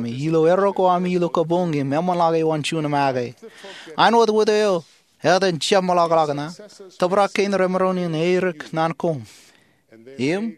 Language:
Marshallese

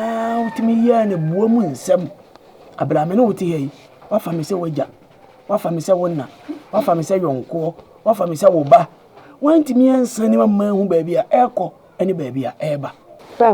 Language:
Akan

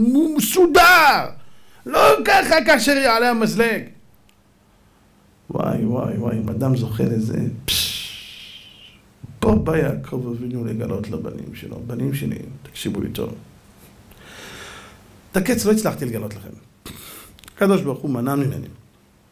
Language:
Hebrew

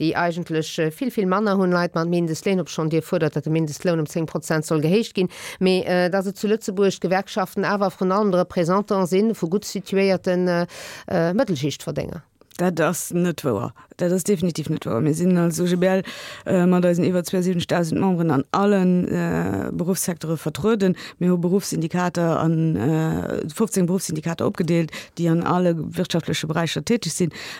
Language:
Luxembourgish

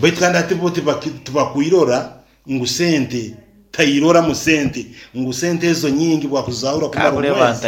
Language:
Nyankole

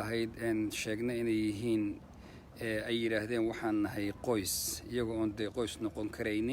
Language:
Somali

